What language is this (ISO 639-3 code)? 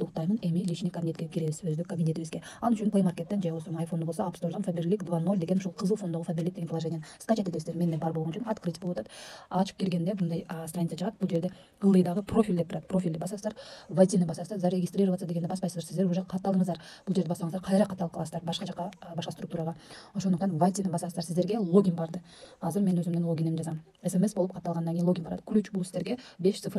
kir